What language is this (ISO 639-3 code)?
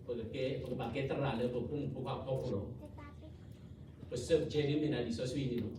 ksw